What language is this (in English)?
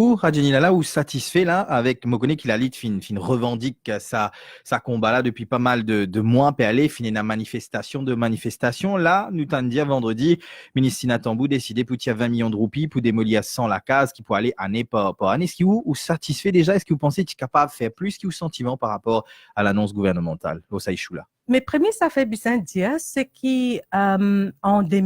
Morisyen